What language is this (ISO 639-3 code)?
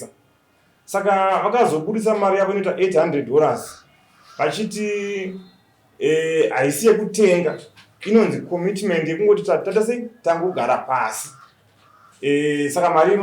sna